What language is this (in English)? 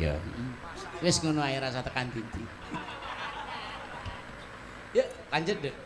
Javanese